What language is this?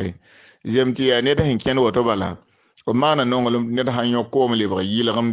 Mossi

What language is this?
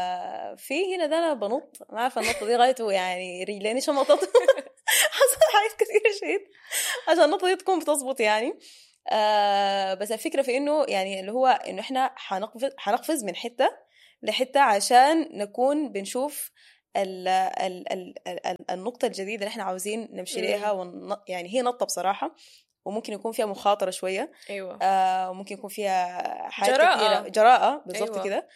Sudanese Arabic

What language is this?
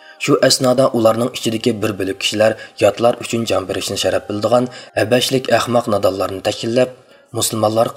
Uyghur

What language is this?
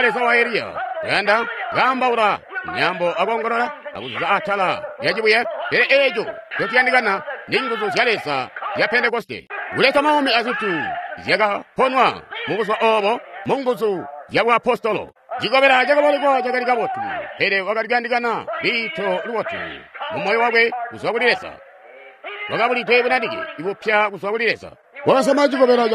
Tonga (Zambia)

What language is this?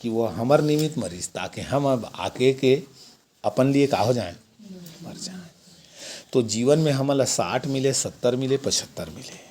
Chhattisgarhi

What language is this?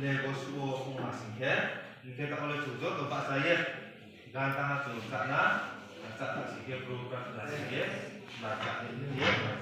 Riang (India)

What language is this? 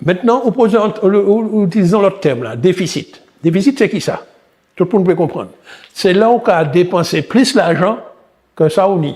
Guadeloupean Creole French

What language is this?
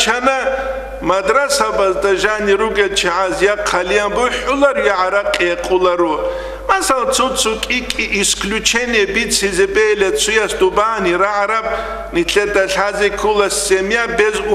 Avaric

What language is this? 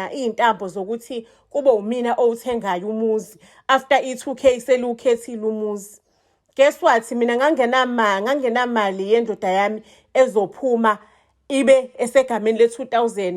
Zulu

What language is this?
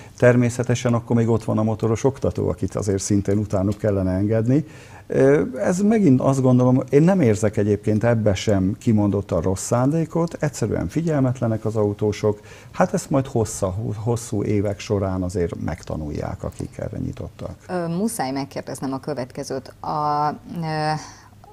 Hungarian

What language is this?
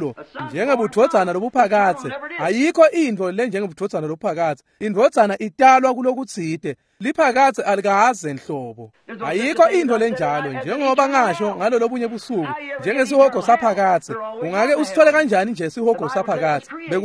Swati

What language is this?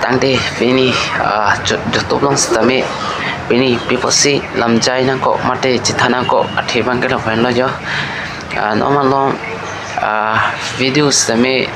Karbi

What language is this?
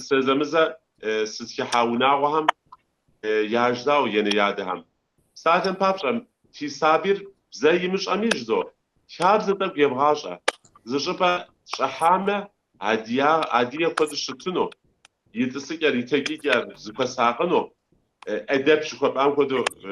Kabardian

